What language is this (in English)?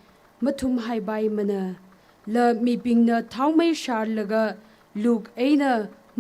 Tangkhul Naga (India)